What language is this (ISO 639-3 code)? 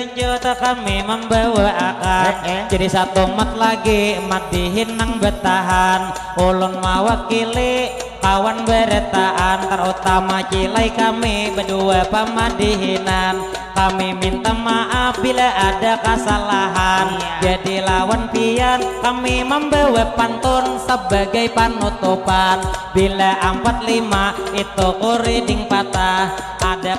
bjn